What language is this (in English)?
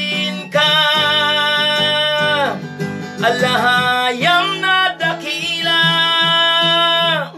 Filipino